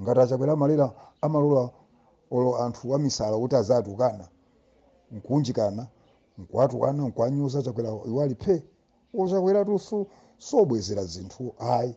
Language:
Nyanja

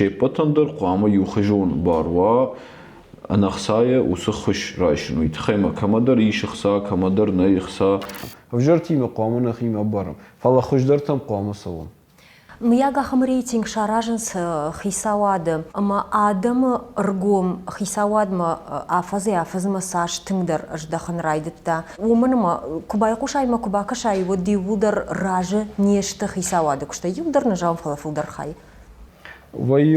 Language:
Ossetic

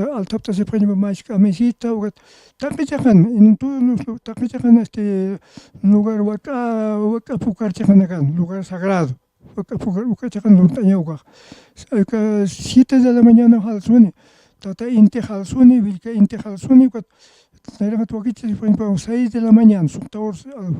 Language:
Aymara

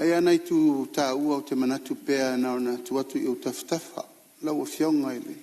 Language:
Samoan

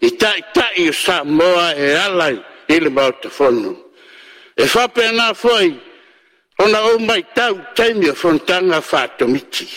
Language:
Samoan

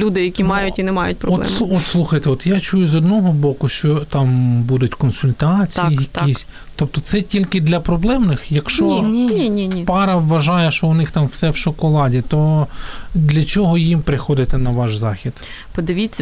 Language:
Ukrainian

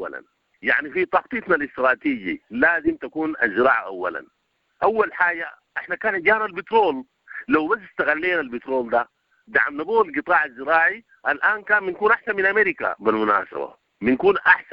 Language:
Sudanese Arabic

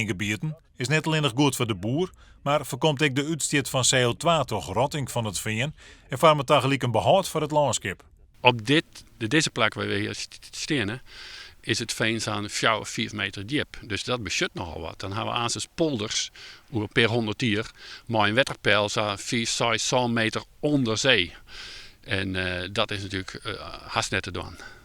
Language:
Western Frisian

